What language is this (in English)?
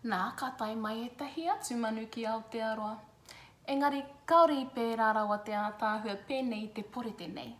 Māori